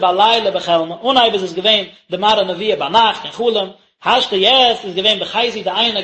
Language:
Yiddish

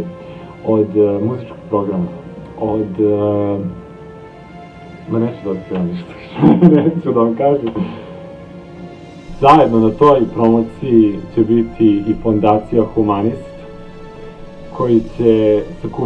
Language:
Serbian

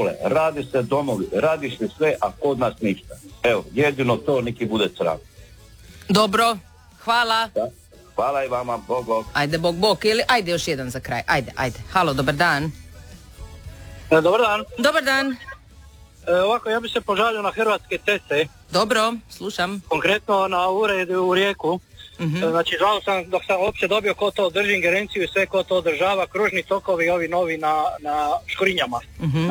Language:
Croatian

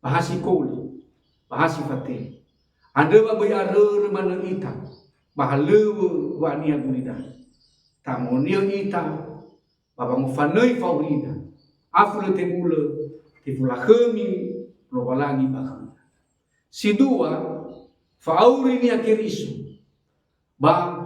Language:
Nias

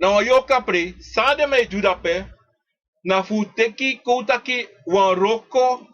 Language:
Sranan Tongo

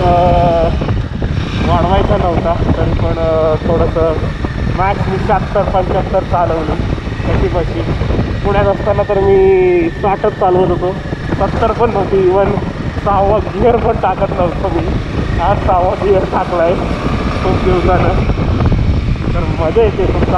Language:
Marathi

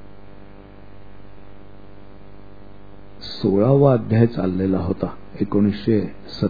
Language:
Marathi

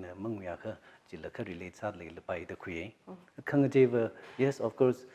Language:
Tangkhul Naga (India)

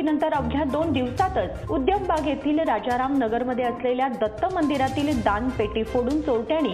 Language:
Marathi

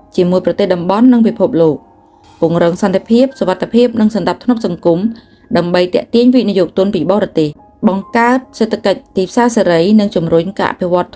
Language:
Khmer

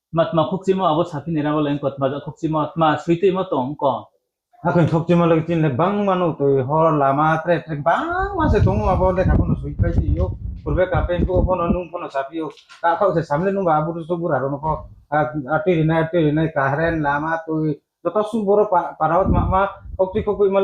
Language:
Riang (India)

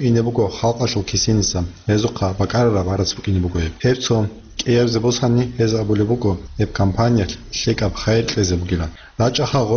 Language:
Avaric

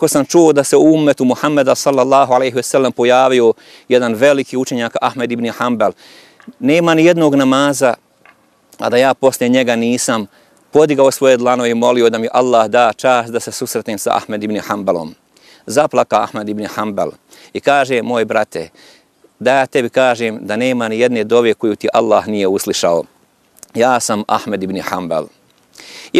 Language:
Bosnian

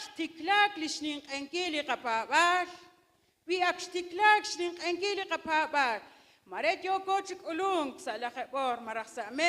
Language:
Kekchí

